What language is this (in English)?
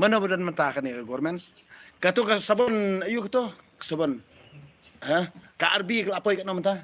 Khasi